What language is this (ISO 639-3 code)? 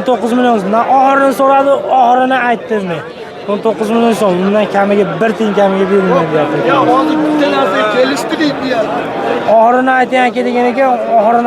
uzb